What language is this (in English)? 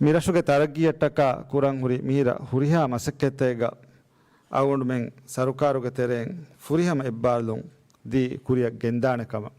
Divehi